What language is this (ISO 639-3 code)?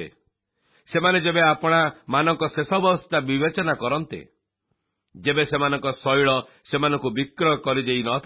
ori